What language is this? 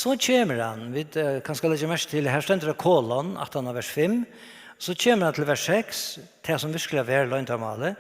Faroese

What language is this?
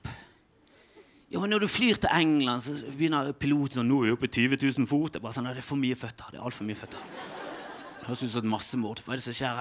Norwegian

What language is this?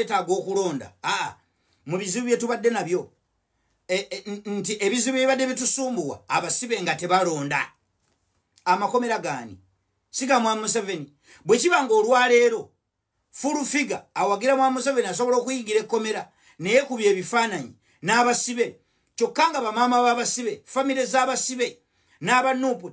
Ganda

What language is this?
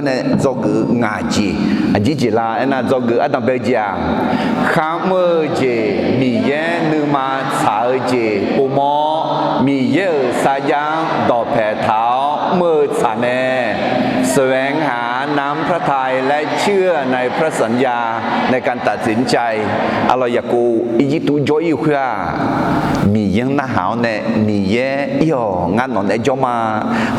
Akha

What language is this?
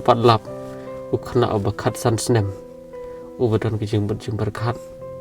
Khasi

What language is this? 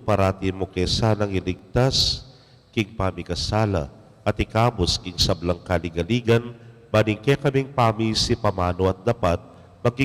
Pampanga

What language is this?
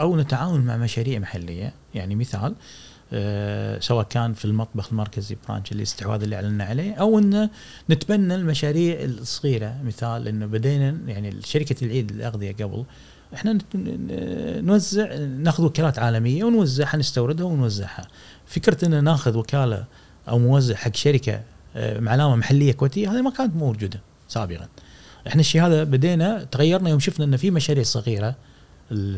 Gulf Arabic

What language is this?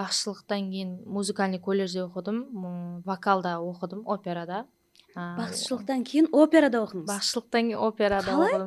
Kara-Kalpak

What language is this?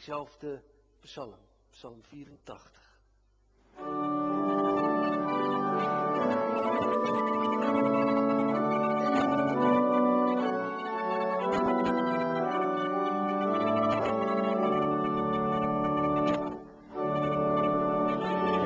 Afrikaans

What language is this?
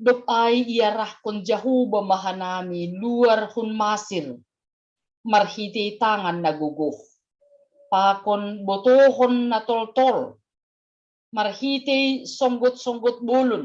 Batak Simalungun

